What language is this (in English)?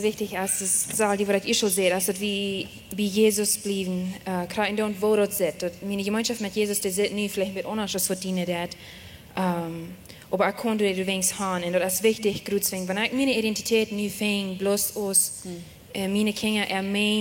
Plautdietsch